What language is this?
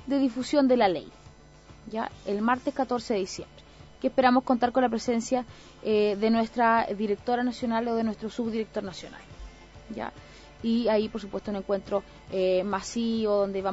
Spanish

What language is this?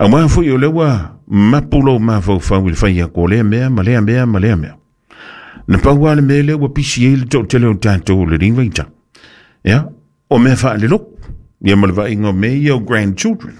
Samoan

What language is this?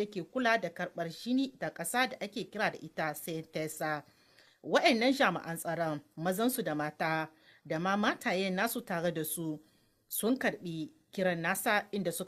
Hausa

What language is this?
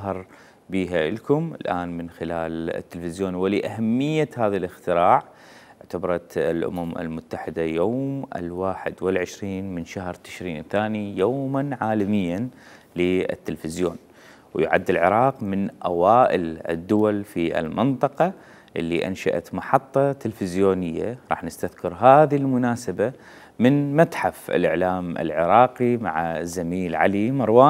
Mesopotamian Arabic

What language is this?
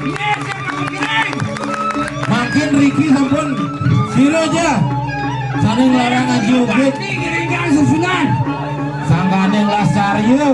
Balinese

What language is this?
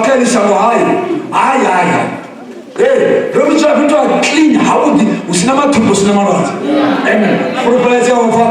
Venda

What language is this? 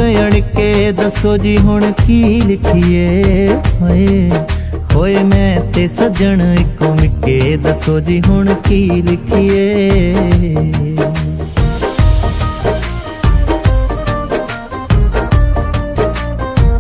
Punjabi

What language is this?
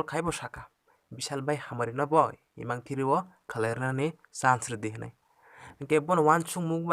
Kok Borok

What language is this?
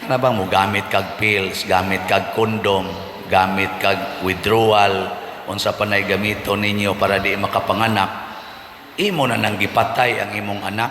Cebuano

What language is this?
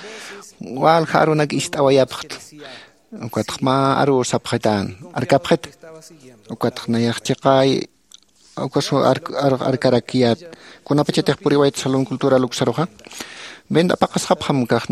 Aymara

